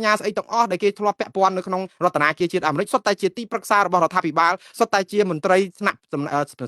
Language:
Khmer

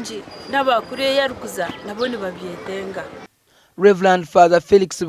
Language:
Nyankole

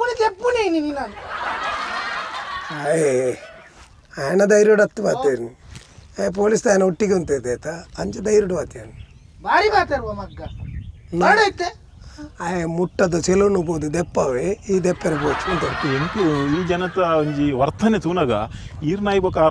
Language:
Tulu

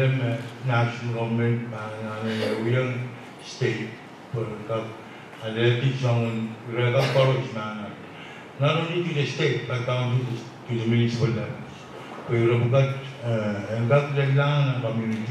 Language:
Pohnpeian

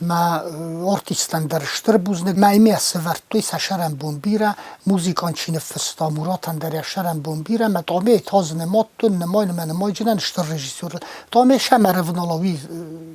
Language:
Ossetic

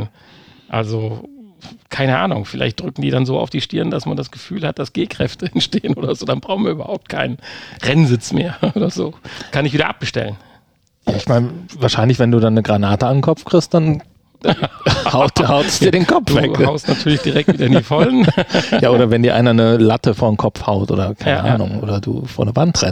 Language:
German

